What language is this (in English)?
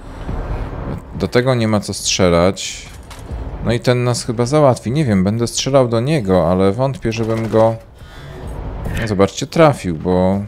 Polish